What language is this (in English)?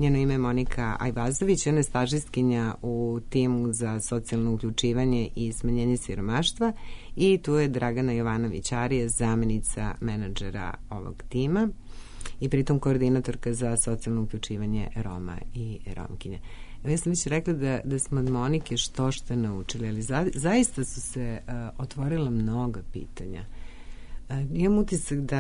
Serbian